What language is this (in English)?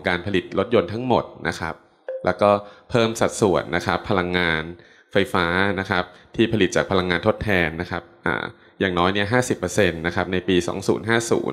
Thai